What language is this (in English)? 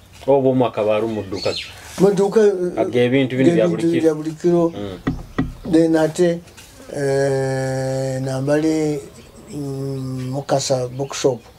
Nyoro